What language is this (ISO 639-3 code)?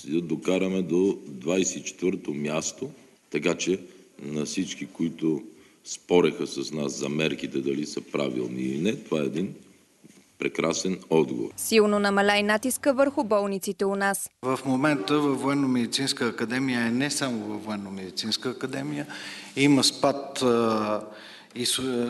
bul